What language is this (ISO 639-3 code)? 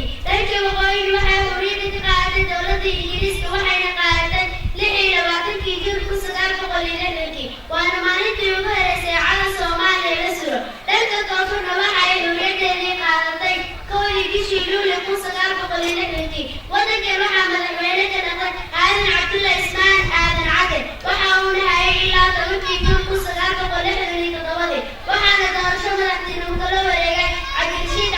som